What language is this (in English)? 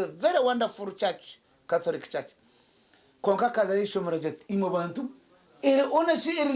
Nyankole